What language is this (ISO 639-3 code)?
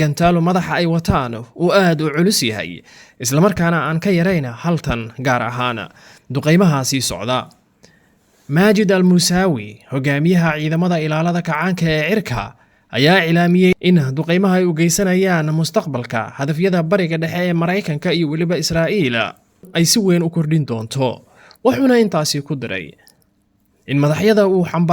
som